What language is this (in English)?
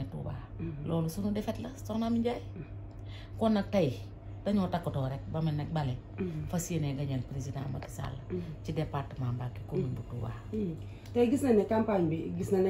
Wolof